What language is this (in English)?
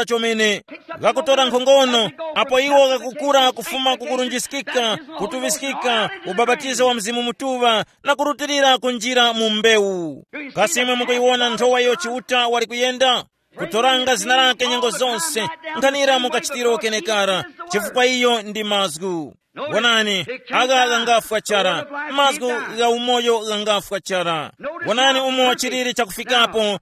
Tumbuka